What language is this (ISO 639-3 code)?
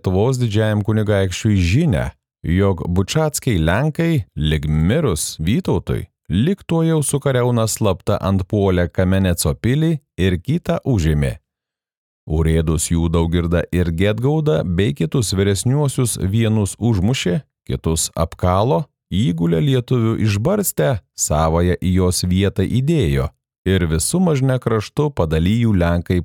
lit